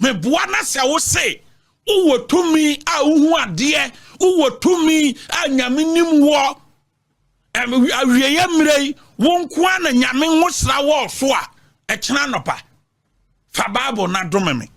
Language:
Akan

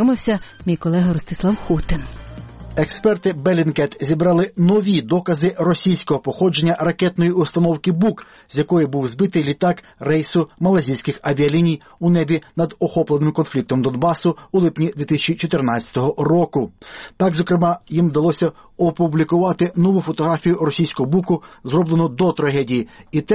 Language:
Ukrainian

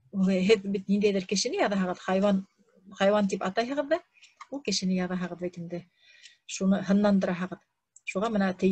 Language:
Bashkir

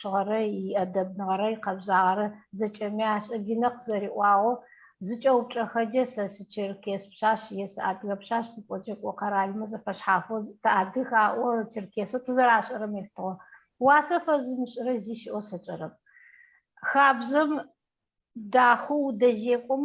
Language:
Adyghe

